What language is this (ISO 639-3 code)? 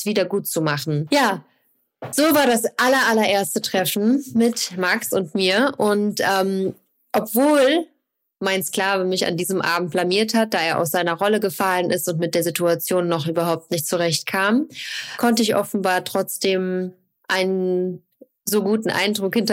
deu